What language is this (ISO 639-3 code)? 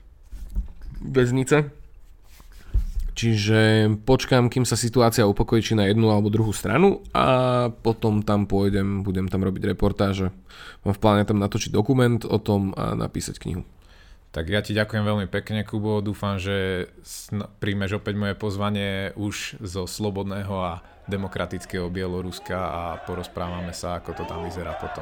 slk